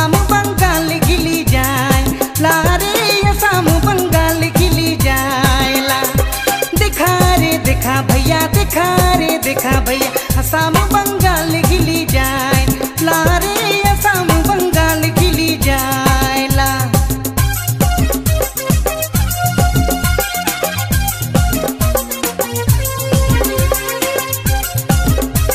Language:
Sadri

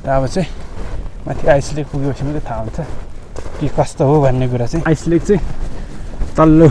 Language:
Nepali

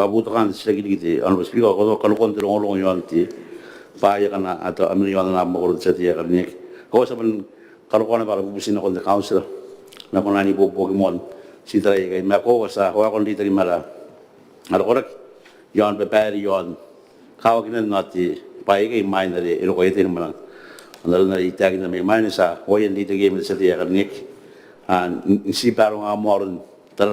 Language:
Gilbertese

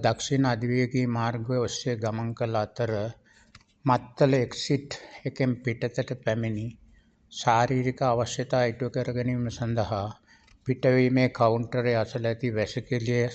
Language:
Sinhala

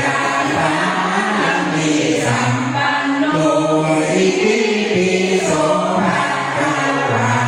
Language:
Pali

